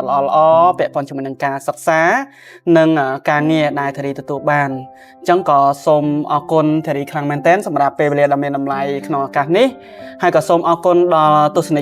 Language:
Khmer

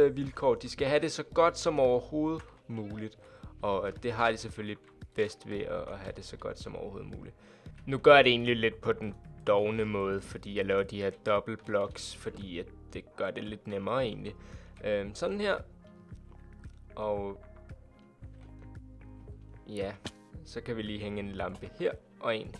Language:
Danish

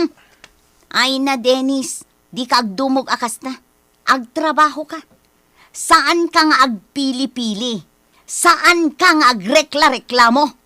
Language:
Iloko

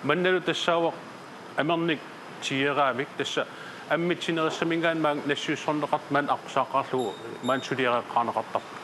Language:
Kalaallisut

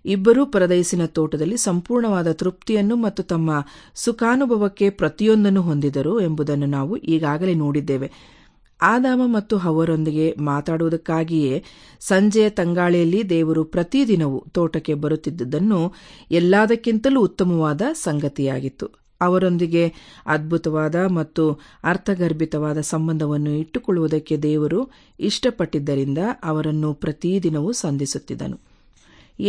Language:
Kannada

